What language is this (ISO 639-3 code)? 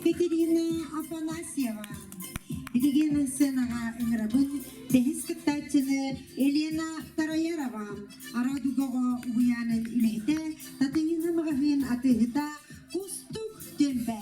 sah